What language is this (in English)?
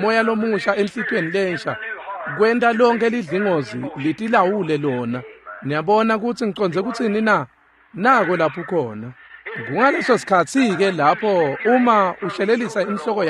Swati